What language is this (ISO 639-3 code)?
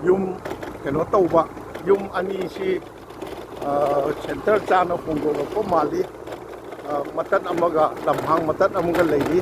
mni